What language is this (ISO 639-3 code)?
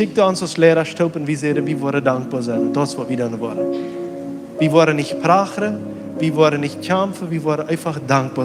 pdt